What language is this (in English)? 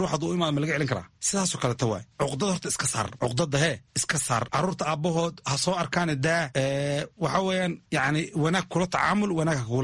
Somali